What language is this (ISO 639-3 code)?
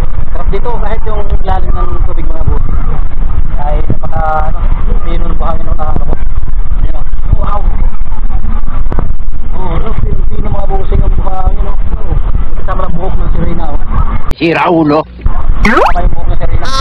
fil